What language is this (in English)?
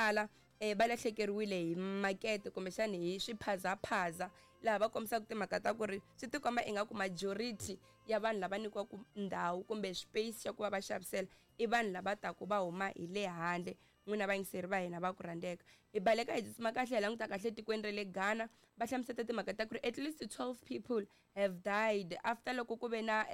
Tsonga